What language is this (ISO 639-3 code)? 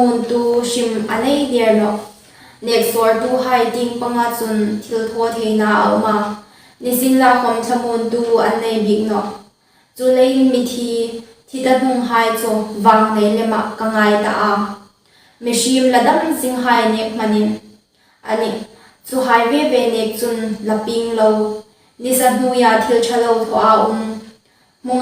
hmr